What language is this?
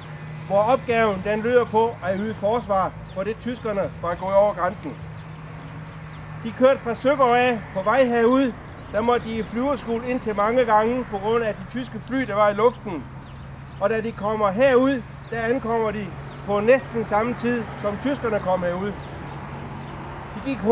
Danish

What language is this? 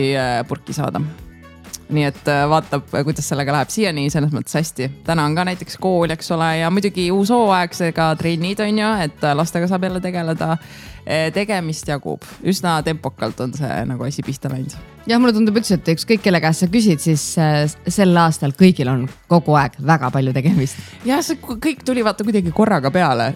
Estonian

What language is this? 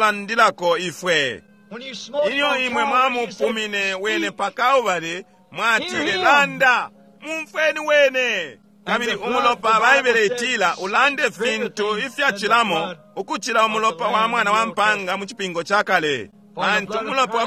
Bemba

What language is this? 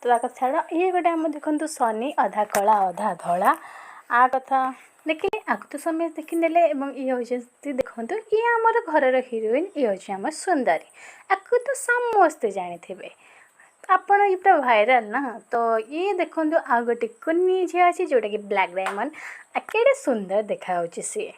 Odia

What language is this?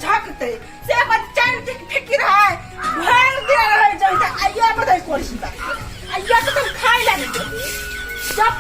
Maithili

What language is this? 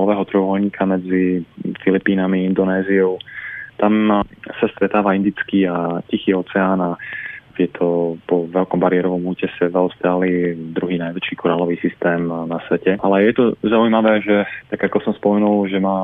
Slovak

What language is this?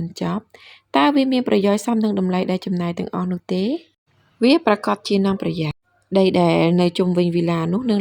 Khmer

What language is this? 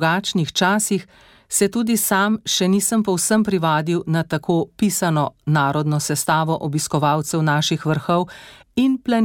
Slovenian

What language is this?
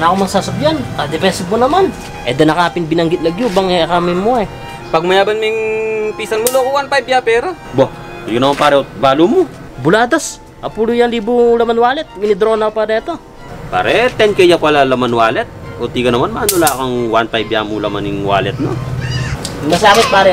Pampanga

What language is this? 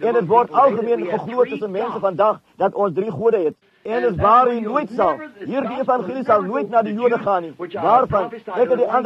Afrikaans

